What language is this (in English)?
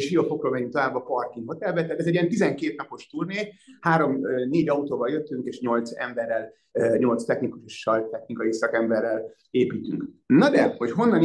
Hungarian